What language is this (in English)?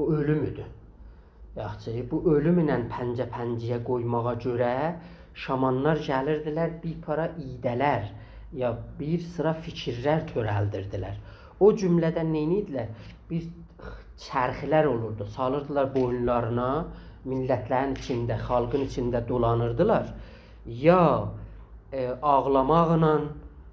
South Azerbaijani